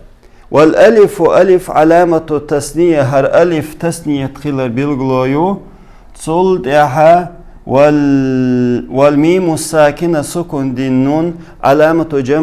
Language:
Chechen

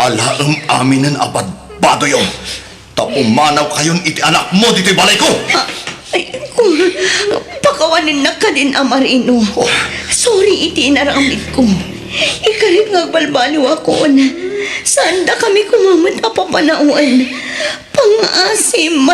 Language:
Iloko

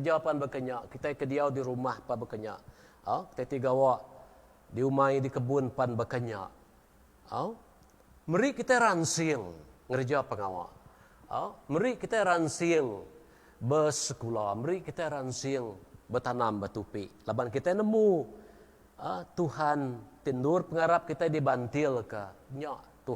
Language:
Iban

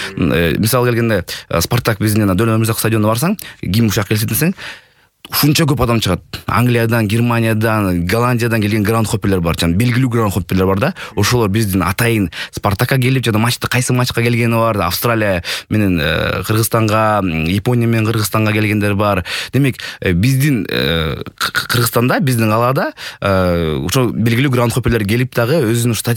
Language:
Kyrgyz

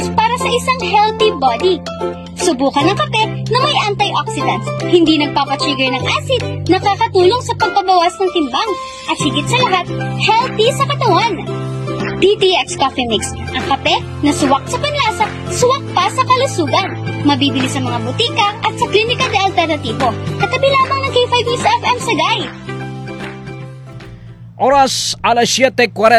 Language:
Filipino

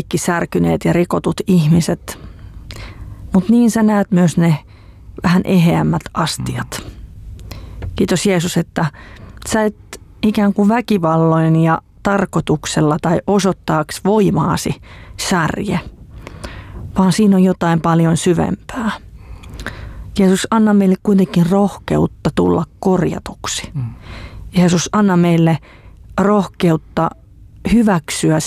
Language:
Finnish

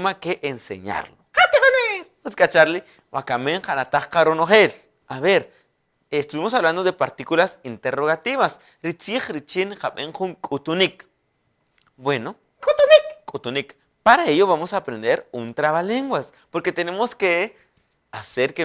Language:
Kaqchikel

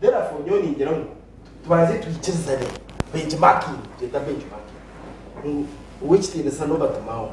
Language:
Nyankole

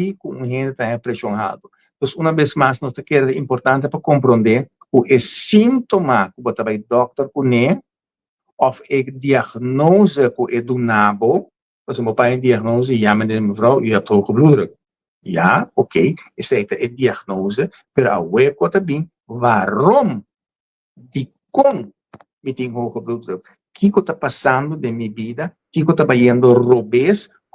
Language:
Papiamento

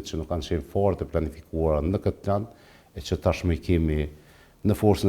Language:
Albanian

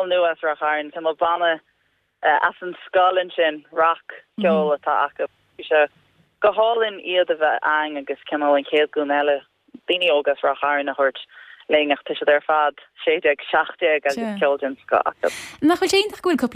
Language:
Irish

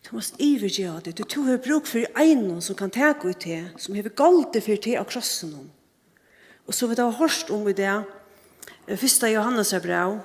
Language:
Faroese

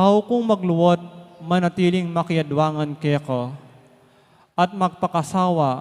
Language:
Pampanga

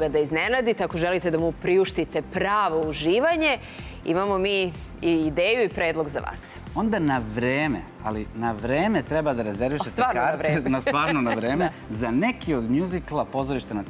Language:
Serbian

